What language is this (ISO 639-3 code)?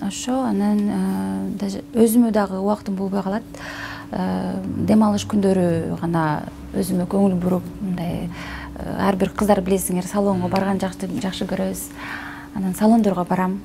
kir